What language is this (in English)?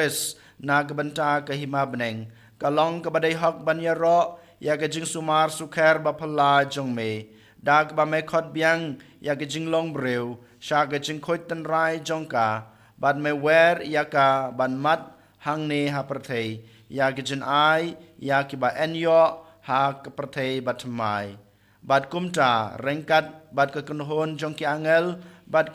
Khasi